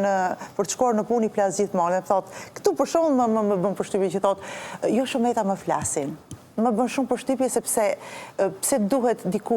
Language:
Albanian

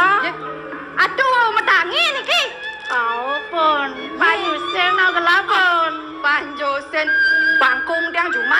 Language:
Balinese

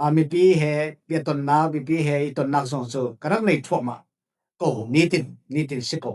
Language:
Falam Chin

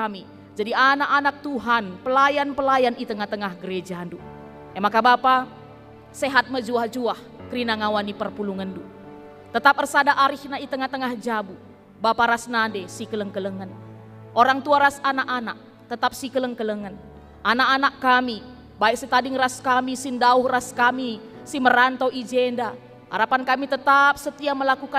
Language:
Batak Karo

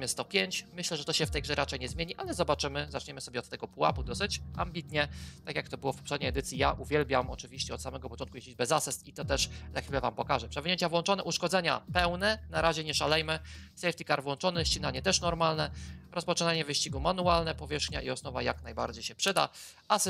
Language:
Polish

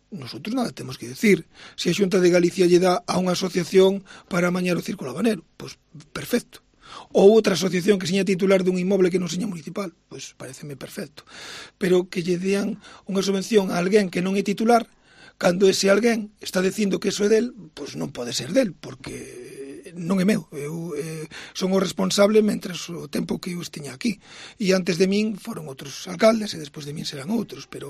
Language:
Galician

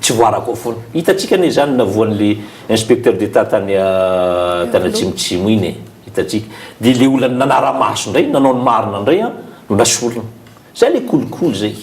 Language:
Malagasy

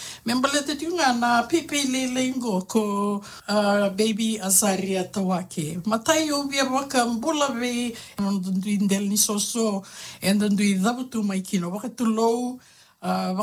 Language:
Fijian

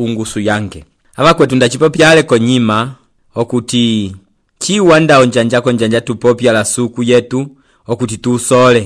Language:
Umbundu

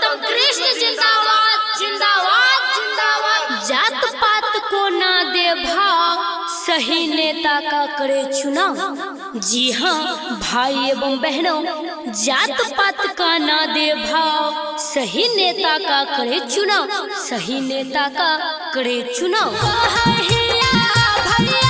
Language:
Maithili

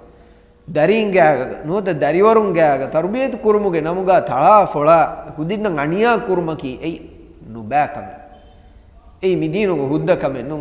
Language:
Divehi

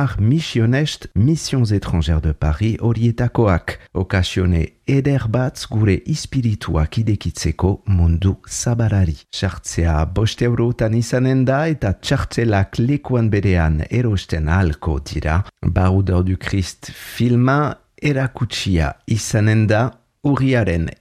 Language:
Basque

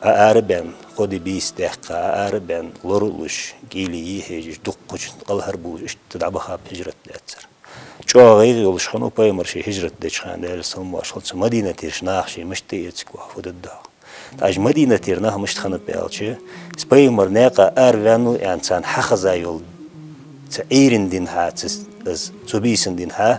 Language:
Ingush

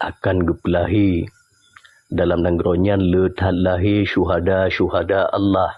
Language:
Achinese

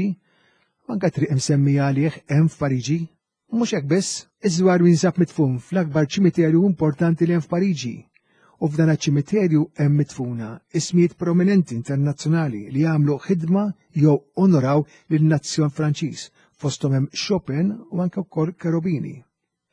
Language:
Maltese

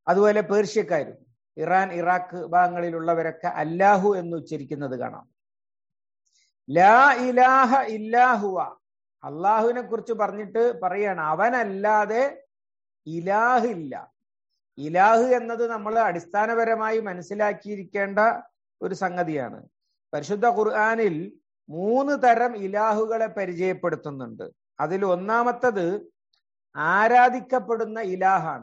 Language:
Malayalam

